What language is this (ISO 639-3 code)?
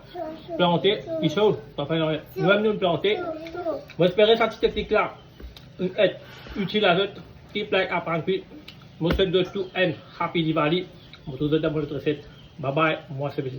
mfe